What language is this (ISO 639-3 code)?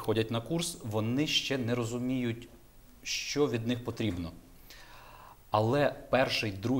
ukr